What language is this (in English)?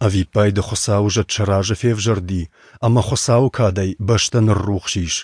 Ossetic